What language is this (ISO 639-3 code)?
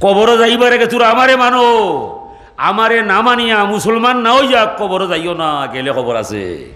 syl